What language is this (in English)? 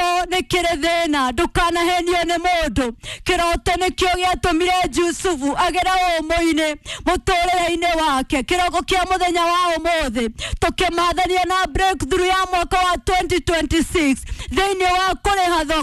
Kikuyu